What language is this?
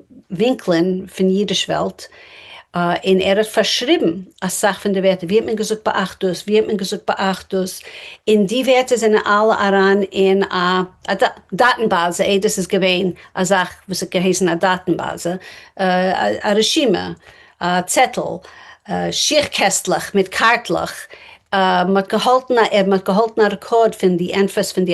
Yiddish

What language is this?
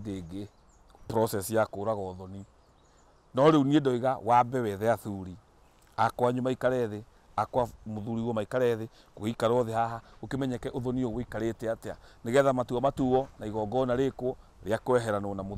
Kikuyu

